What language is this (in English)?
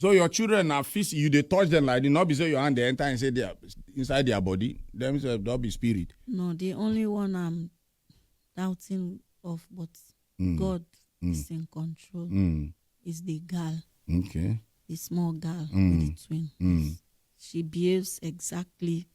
Nigerian Pidgin